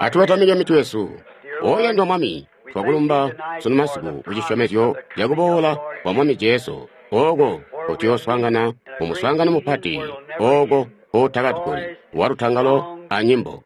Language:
Tonga (Zambia)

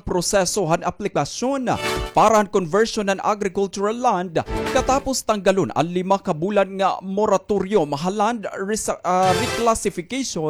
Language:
Waray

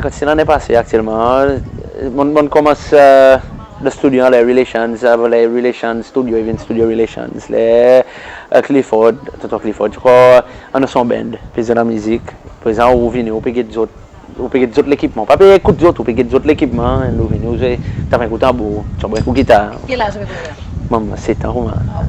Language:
Seselwa Creole French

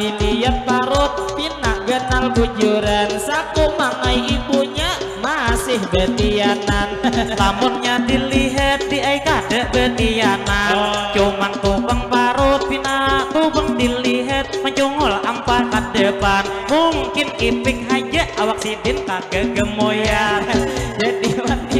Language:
Banjar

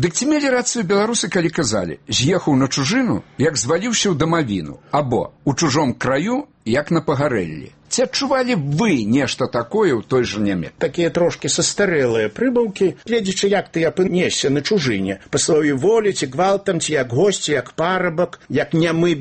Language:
Belarusian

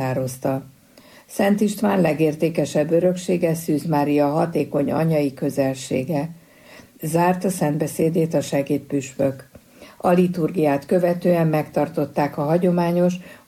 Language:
Hungarian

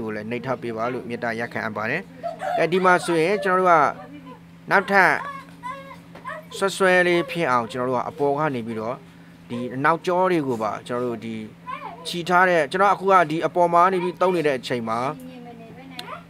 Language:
Burmese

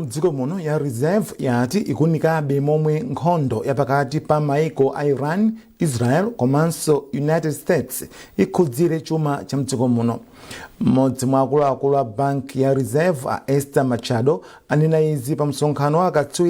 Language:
Nyanja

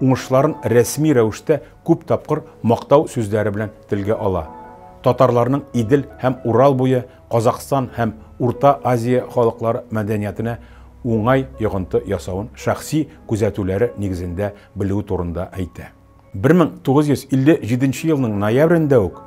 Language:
Tatar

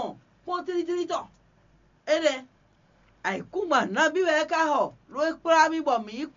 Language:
Fon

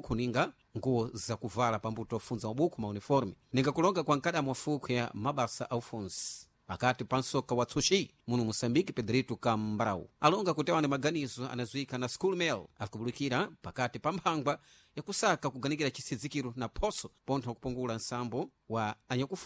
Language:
Sena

